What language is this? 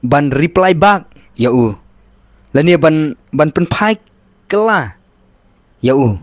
Khasi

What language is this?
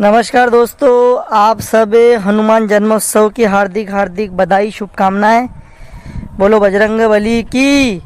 Rajasthani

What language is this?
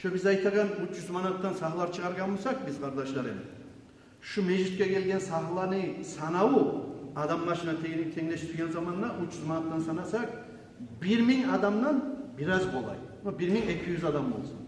Kumyk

